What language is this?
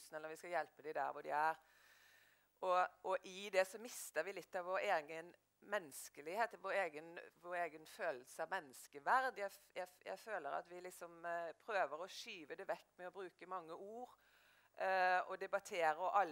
Norwegian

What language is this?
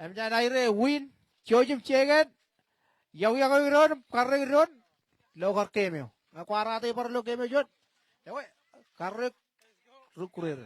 Marshallese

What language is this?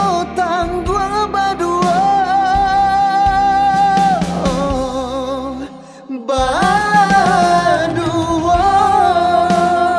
Indonesian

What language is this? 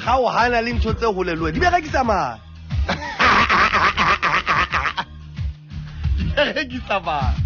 Southern Sotho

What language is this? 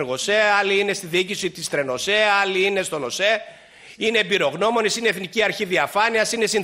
Greek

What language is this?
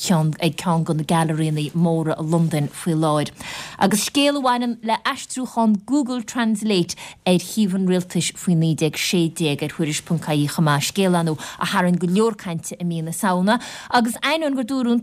Irish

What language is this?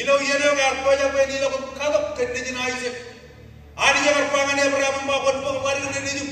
Marshallese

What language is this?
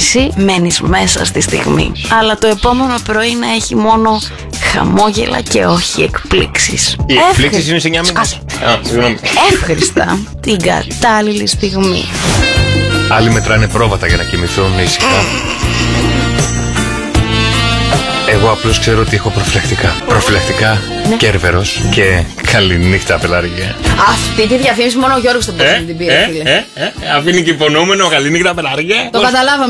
Greek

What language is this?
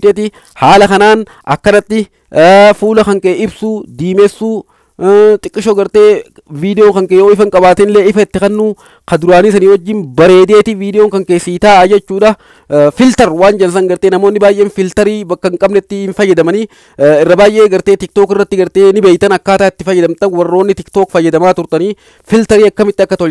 Oromo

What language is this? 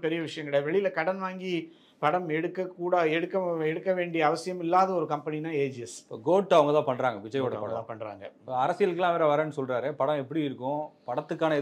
Tamil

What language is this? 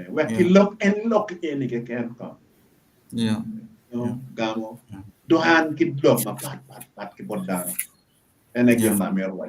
Acoli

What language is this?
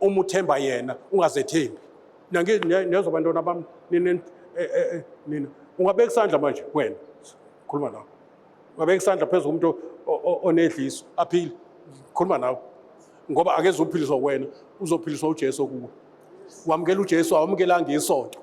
Zulu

